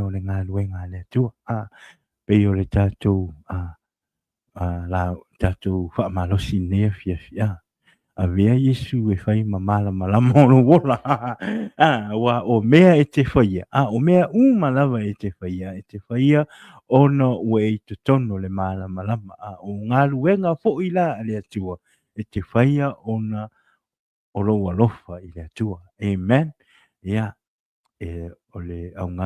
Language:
Samoan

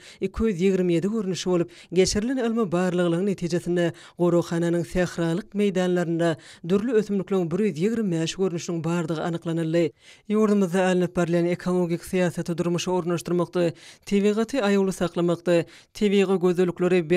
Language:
Turkmen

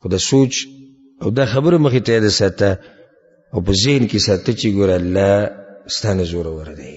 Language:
Pashto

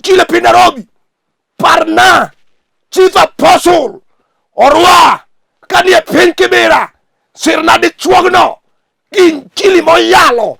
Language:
Luo (Kenya and Tanzania)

